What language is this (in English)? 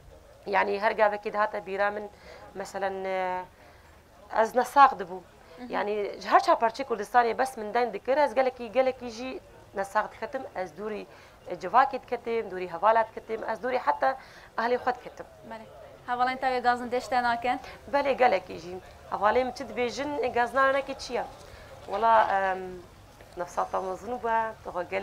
Kurdish